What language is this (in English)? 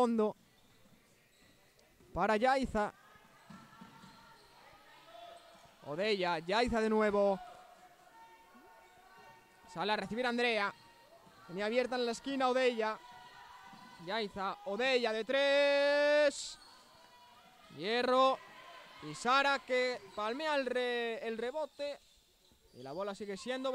Spanish